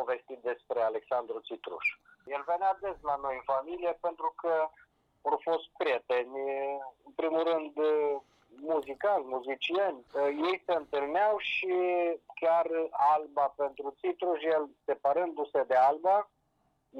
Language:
Romanian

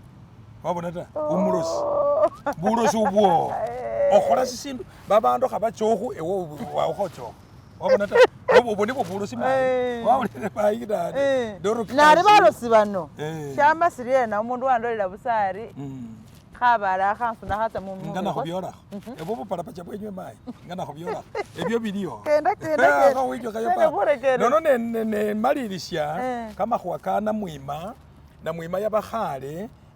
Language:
Masaaba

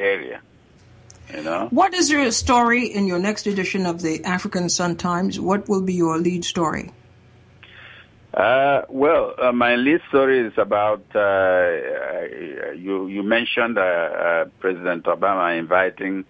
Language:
English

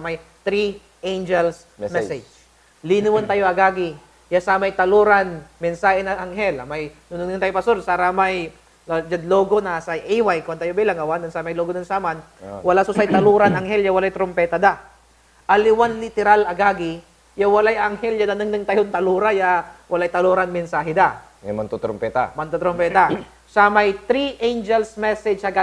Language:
Pangasinan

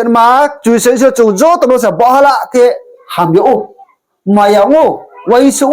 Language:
Riang (India)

